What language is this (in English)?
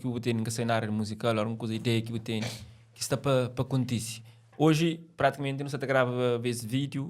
Kabuverdianu